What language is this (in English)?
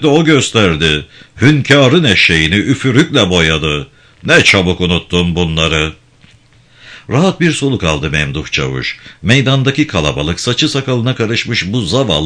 Turkish